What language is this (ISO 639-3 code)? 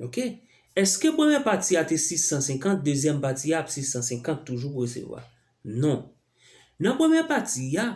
hat